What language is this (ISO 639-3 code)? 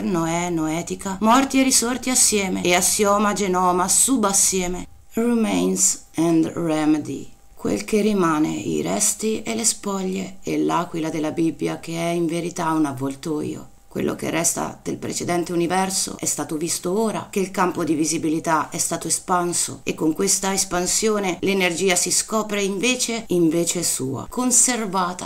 ita